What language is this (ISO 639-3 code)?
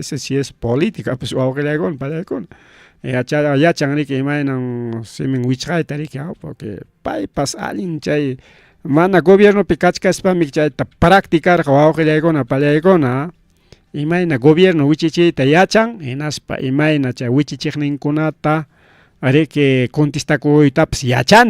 quy